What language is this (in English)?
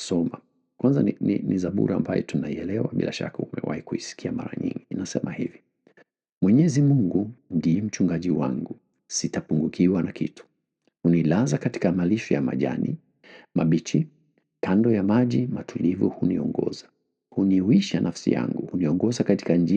Swahili